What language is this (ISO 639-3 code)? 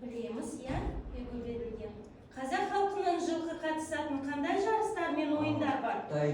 kaz